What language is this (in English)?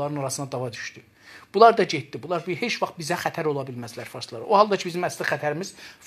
South Azerbaijani